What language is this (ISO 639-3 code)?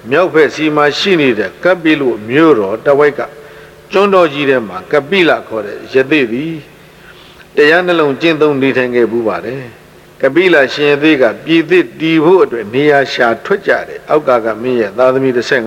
mya